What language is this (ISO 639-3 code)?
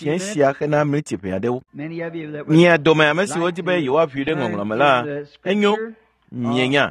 ewe